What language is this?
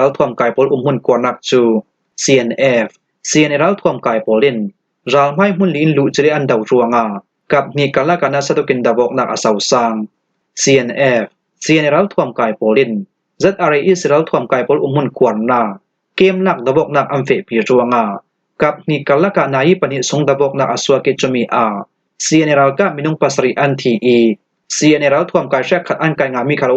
Falam Chin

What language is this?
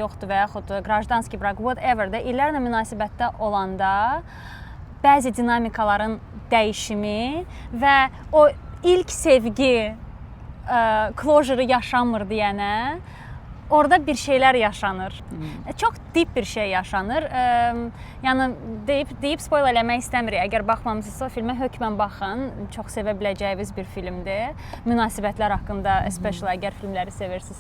Azerbaijani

